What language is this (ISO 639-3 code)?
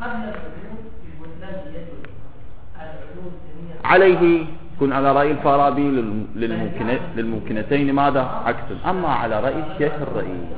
acm